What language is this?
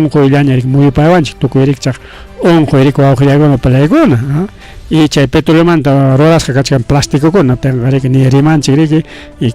Ayacucho Quechua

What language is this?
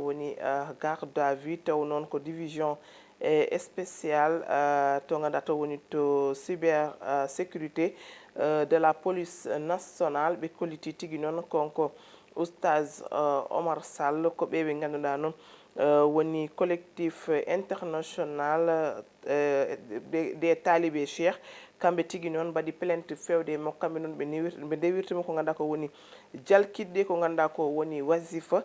Fula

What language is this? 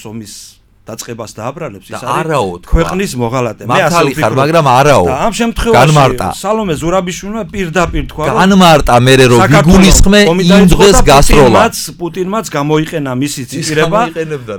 Georgian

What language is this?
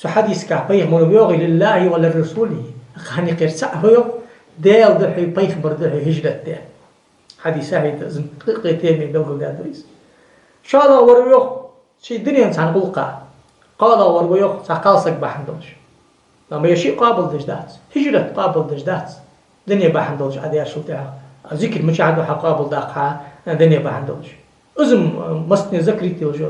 Ingush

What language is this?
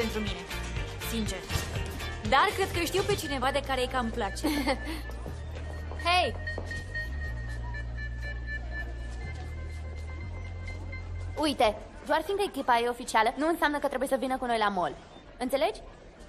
Romanian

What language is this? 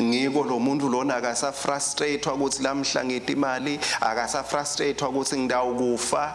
Swati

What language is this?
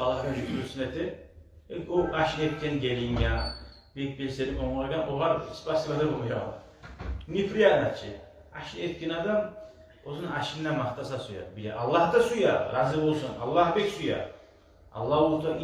Kumyk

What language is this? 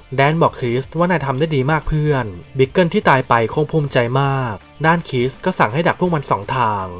Thai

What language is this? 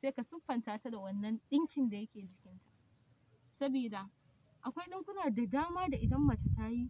Hausa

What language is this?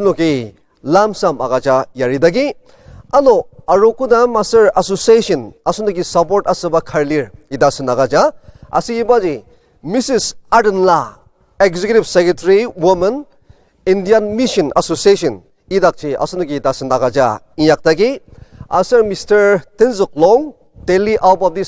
Ao Naga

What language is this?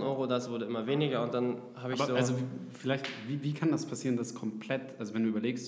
German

